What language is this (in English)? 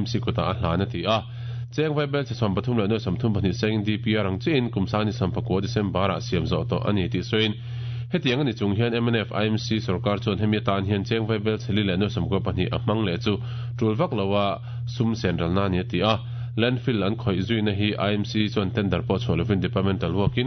Mizo